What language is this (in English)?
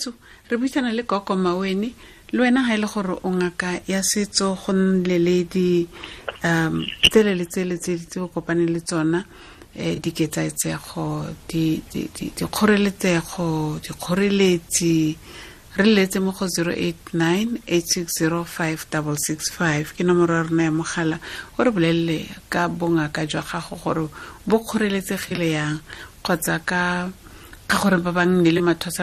Tswana